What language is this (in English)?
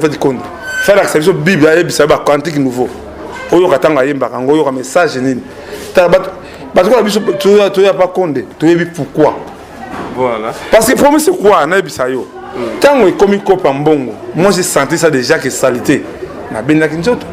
Lingala